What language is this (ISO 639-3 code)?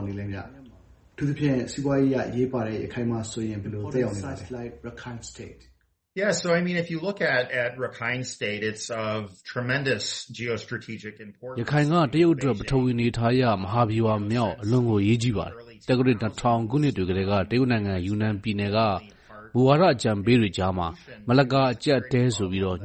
mya